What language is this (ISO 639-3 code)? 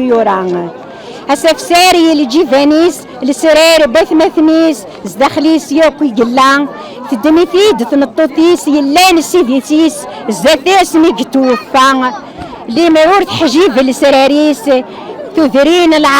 kab